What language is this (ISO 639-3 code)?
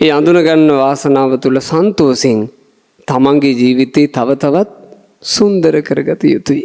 sin